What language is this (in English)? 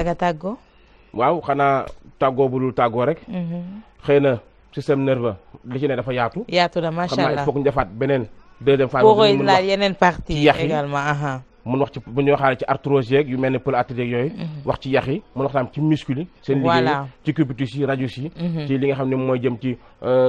Wolof